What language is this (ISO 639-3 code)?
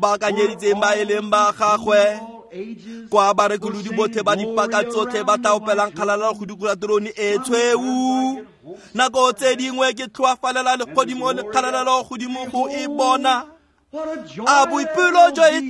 tsn